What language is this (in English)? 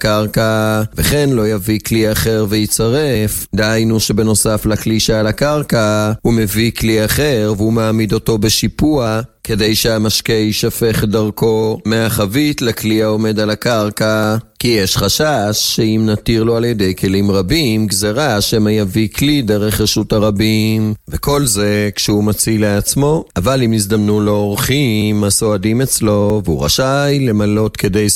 Hebrew